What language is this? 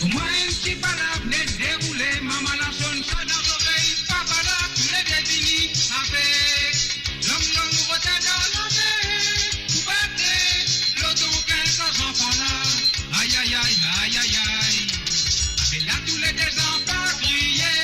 Morisyen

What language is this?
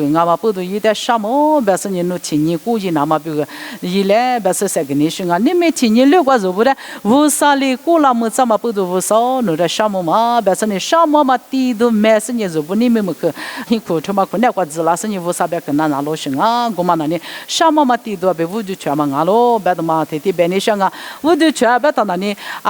Lisu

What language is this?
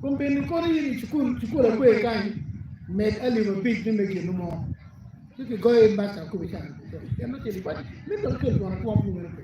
Acoli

